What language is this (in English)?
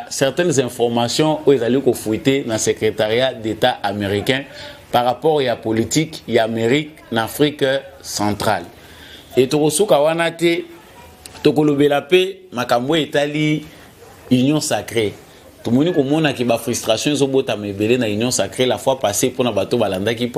Lingala